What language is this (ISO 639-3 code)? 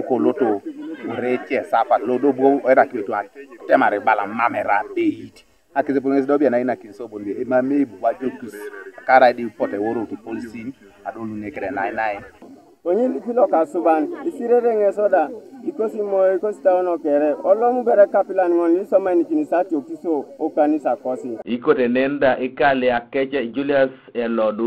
teo